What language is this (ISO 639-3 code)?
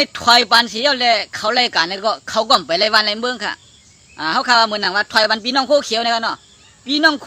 shn